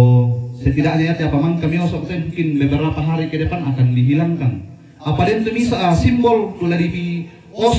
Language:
Toraja-Sa'dan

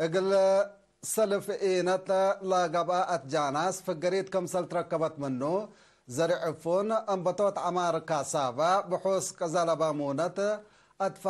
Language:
Tigre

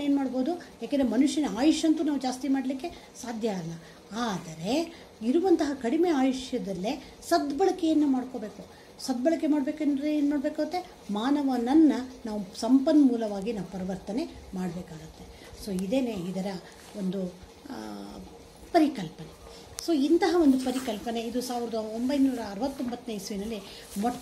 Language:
Kannada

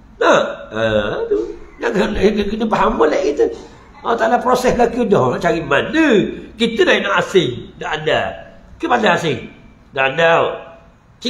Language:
Malay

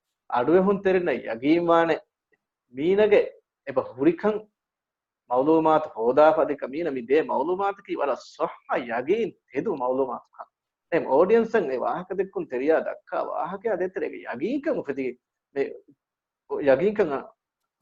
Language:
Divehi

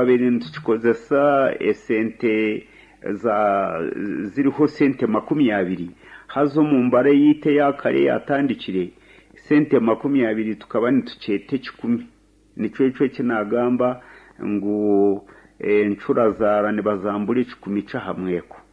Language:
Nyankole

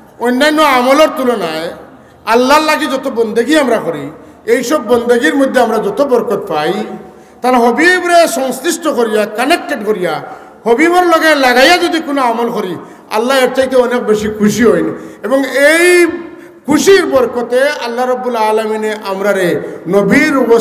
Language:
Sylheti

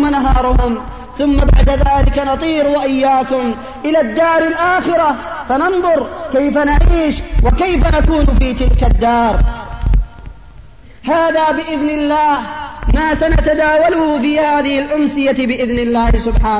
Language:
Arabic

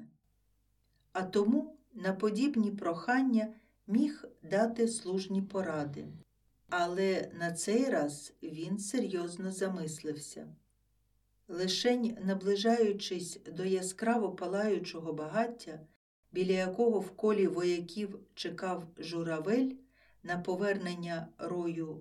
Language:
Ukrainian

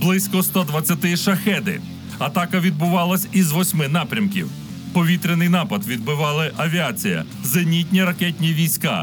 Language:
Ukrainian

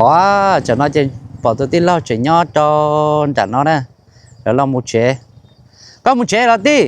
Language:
Hmong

